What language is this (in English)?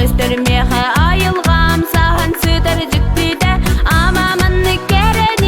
Yakut